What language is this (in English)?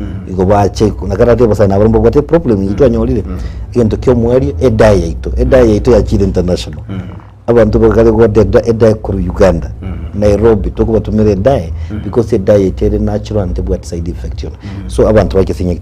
Gusii